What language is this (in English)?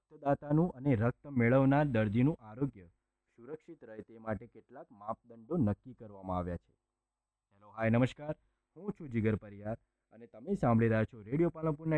Gujarati